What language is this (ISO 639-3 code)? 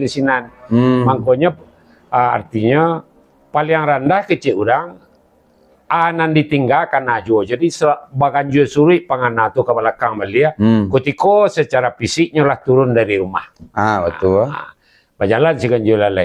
min